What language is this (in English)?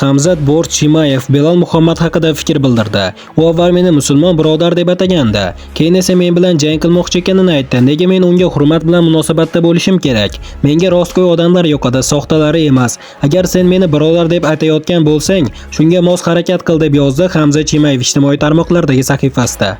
Uzbek